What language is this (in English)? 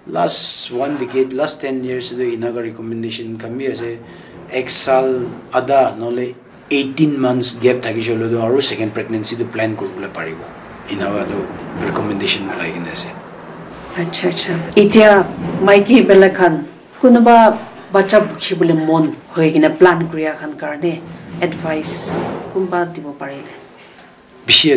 Naga Pidgin